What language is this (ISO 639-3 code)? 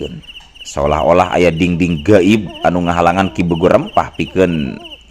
sun